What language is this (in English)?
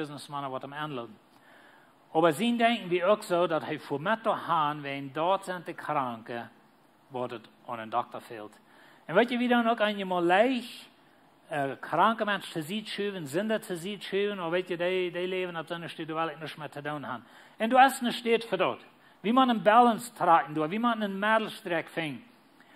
Plautdietsch